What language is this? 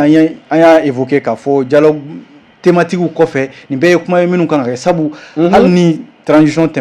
Bambara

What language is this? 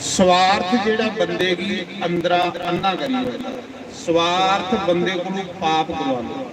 Dogri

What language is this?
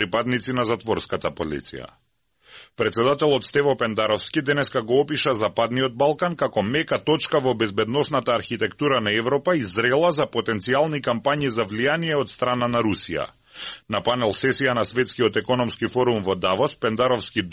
Macedonian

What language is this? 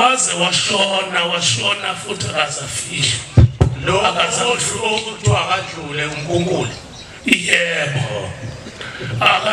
Zulu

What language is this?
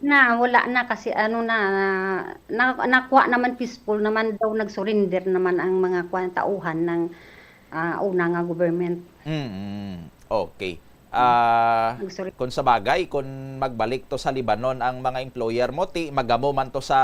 Hiligaynon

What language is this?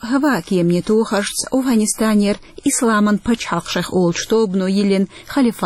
Chechen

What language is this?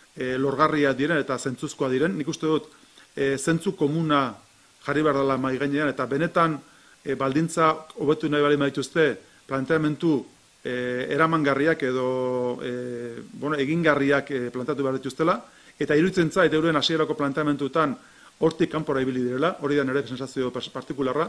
Basque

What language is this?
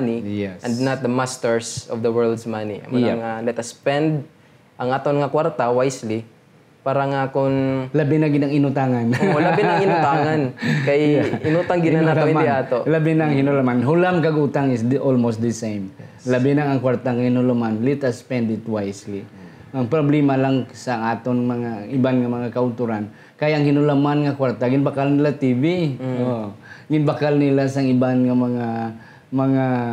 Hiligaynon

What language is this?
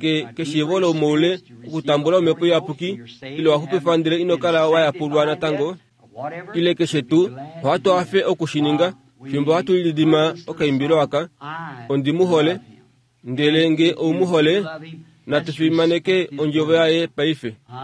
Kuanyama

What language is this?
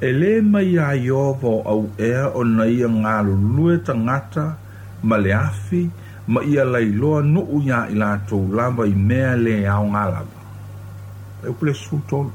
Samoan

